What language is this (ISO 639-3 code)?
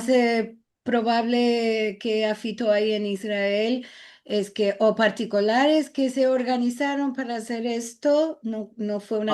lad